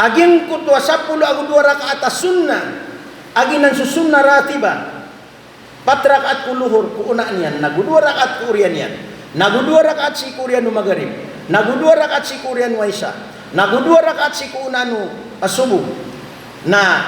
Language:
Maranao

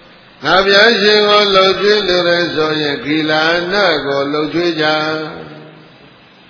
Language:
Burmese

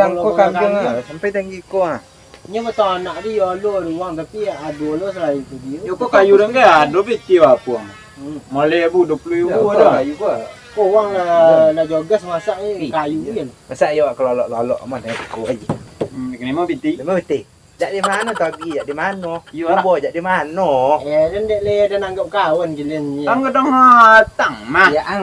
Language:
Minangkabau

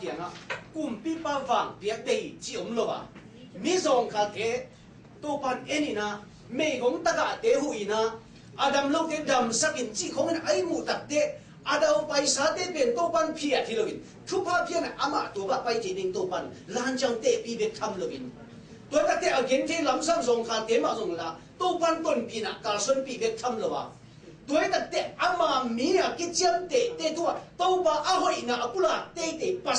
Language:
Tedim Chin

